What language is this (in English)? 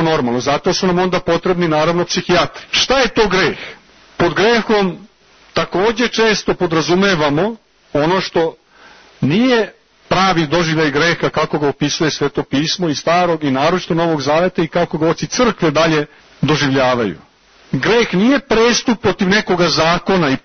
Serbian